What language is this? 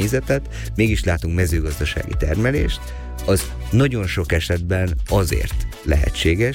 Hungarian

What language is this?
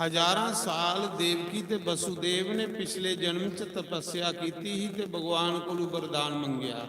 Dogri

